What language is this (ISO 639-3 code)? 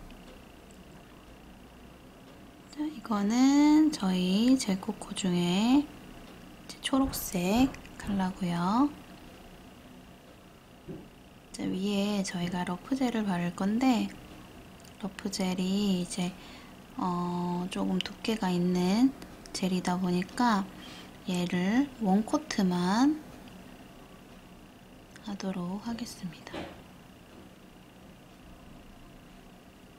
kor